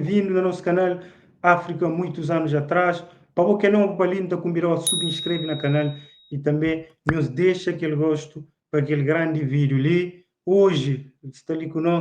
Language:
Kabuverdianu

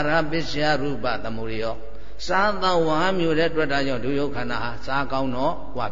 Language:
Burmese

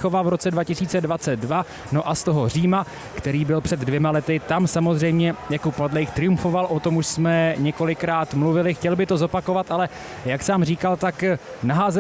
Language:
Czech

